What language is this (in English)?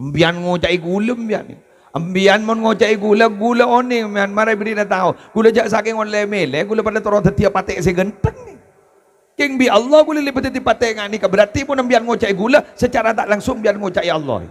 Madurese